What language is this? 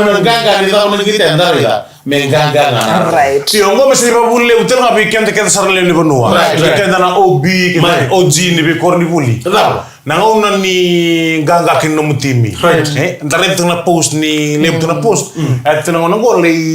Fijian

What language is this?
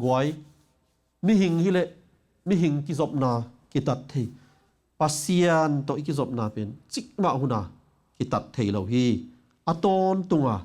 Tedim Chin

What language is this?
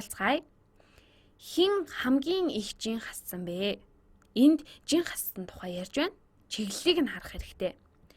Mongolian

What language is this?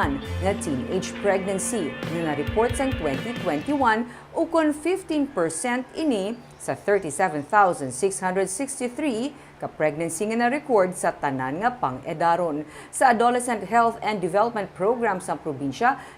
Hiligaynon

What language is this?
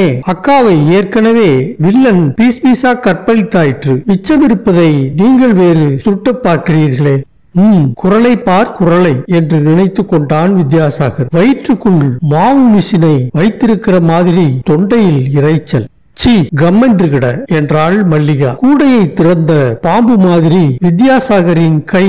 Tamil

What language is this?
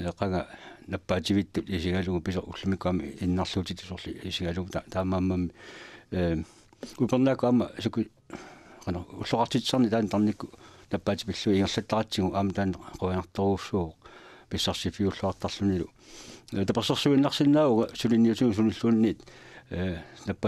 Kalaallisut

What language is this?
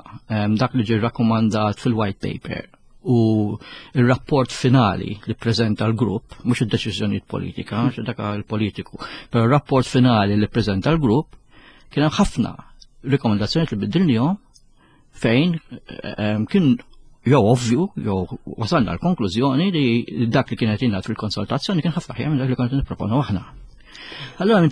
Maltese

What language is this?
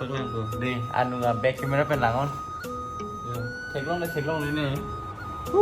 Karbi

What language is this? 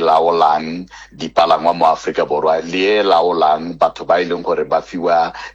Tswana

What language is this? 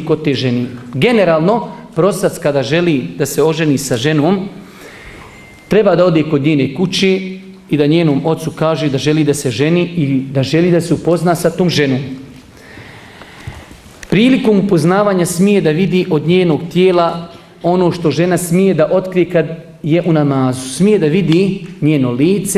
Bosnian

